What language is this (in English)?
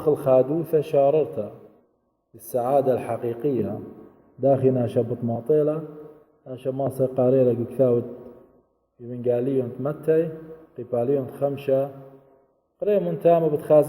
Assyrian Neo-Aramaic